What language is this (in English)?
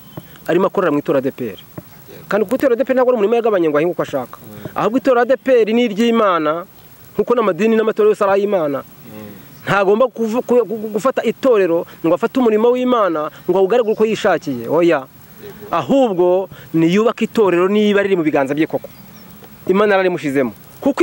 Kinyarwanda